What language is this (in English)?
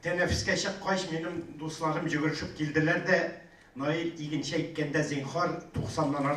Tatar